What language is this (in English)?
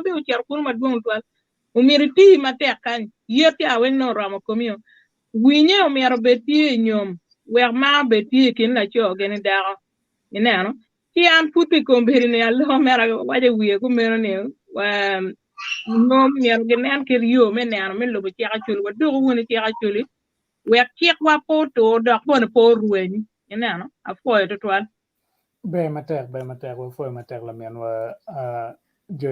Acoli